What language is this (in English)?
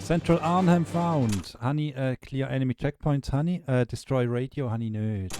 Swiss German